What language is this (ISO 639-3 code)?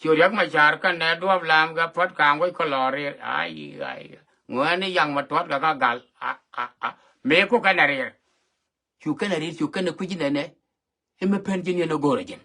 nus